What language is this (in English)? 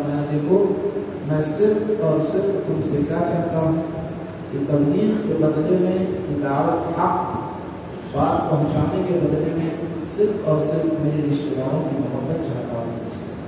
Urdu